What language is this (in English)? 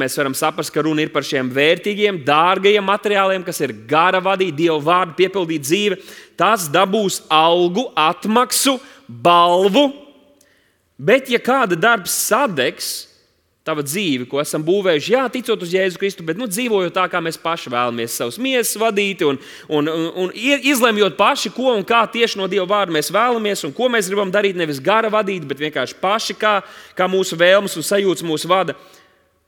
Latvian